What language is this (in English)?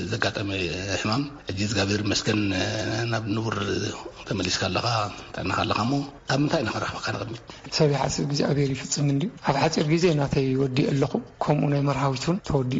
Tigrinya